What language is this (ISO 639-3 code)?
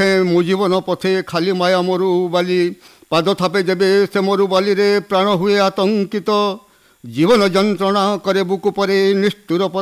ori